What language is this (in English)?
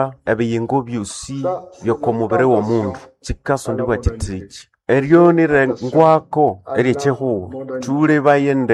Nande